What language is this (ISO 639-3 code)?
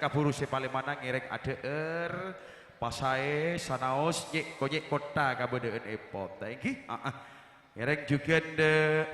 mad